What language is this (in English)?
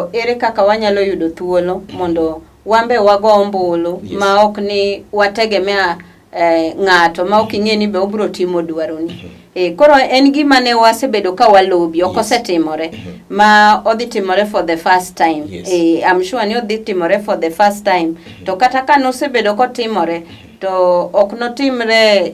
Luo (Kenya and Tanzania)